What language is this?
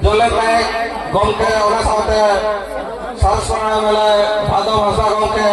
Santali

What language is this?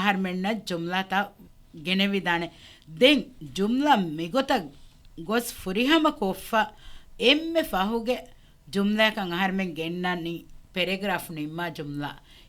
Divehi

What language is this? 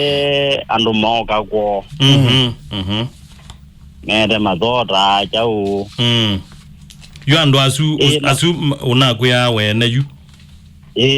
Kamba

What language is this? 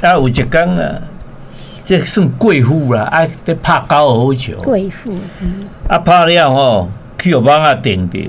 Min Nan Chinese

